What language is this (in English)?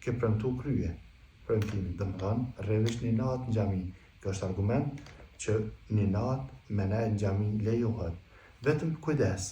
Albanian